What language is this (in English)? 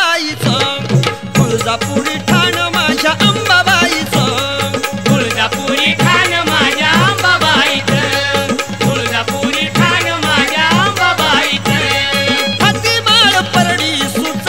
Marathi